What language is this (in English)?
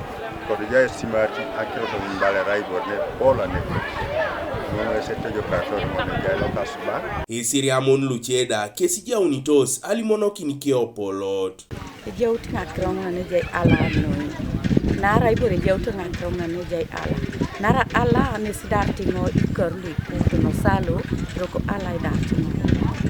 Teso